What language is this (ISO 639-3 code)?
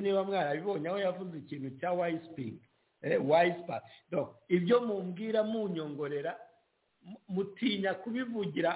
kin